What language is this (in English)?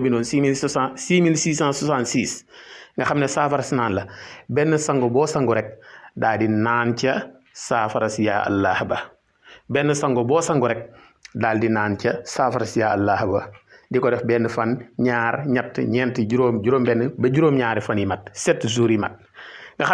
Wolof